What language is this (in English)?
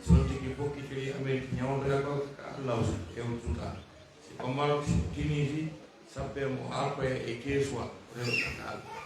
Fula